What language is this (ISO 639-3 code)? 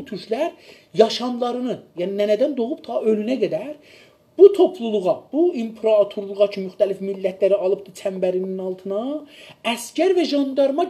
azb